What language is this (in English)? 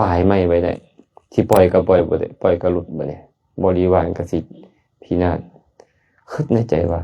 Lao